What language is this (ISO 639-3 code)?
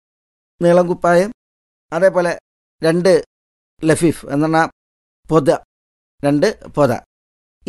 mal